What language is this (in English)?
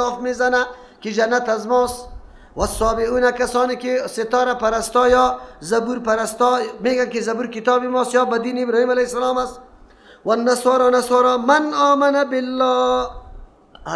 Persian